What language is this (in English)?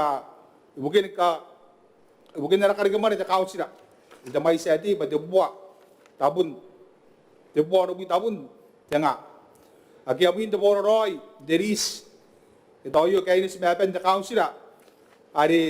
Gilbertese